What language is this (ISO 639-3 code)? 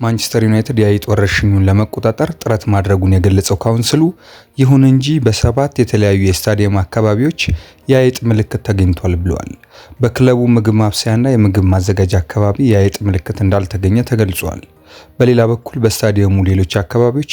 amh